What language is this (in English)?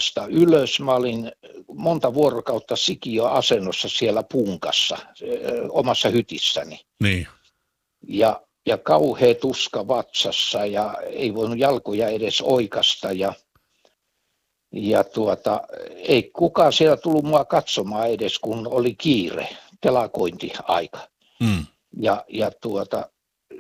Finnish